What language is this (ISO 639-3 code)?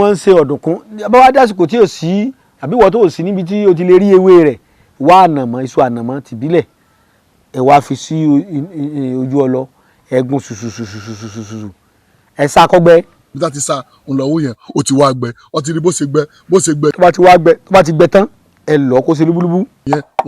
yor